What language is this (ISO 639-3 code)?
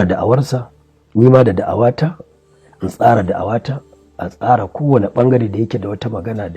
hau